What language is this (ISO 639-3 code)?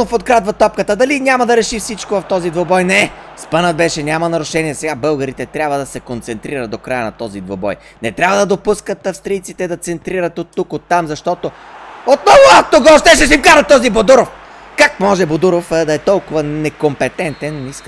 bul